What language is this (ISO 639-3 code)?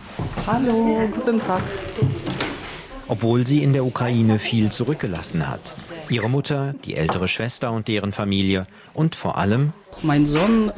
deu